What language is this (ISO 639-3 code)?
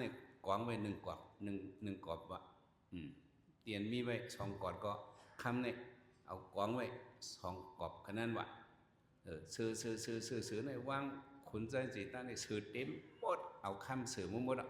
shn